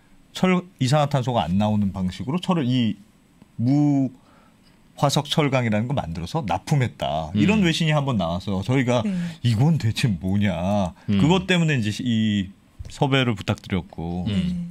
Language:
Korean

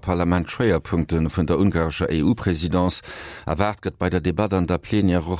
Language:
Luxembourgish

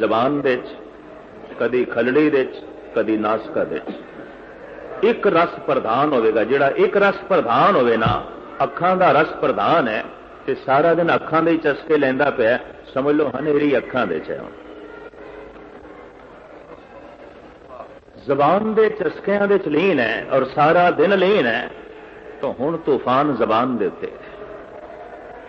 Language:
Punjabi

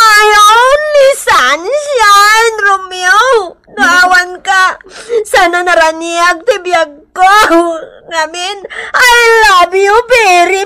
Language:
Iloko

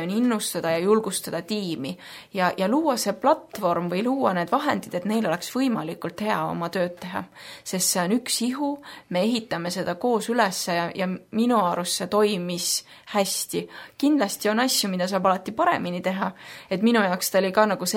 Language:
Estonian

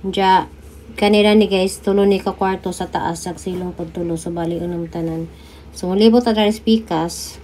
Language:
Cebuano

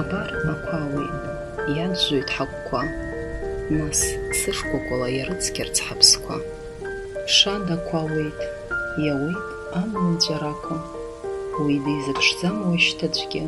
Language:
Abkhazian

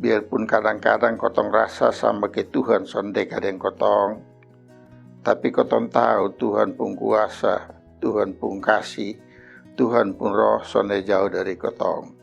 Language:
Kupang Malay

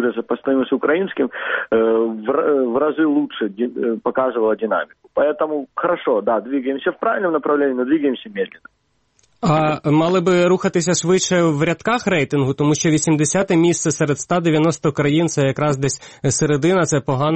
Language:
Ukrainian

